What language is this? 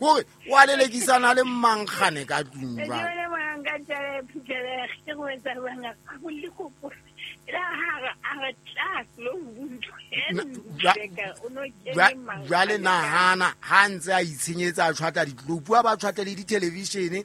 Southern Sotho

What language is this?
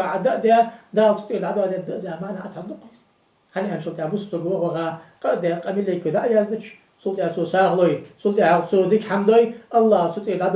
Ingush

